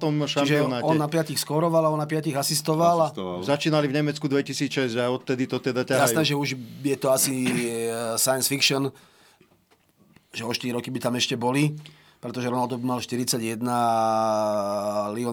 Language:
Slovak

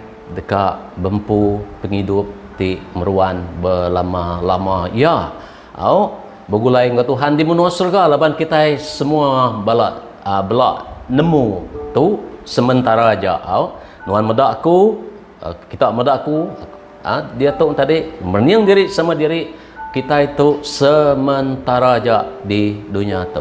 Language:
Iban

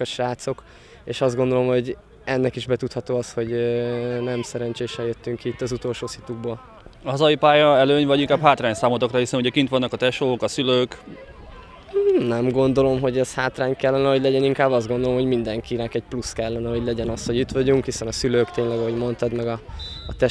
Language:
Hungarian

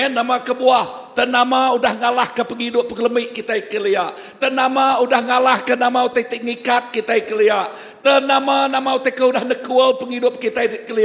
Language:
Iban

